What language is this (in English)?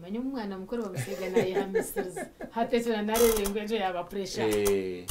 Nyankole